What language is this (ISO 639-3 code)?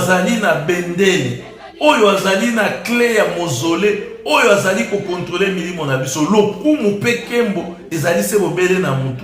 lin